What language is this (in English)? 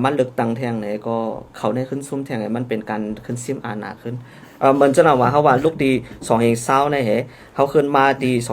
Shan